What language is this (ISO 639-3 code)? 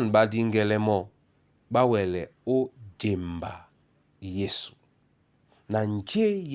dua